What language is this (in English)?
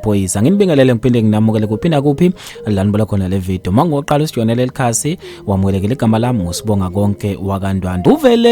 Zulu